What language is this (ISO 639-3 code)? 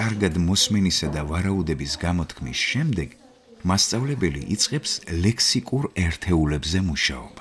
kat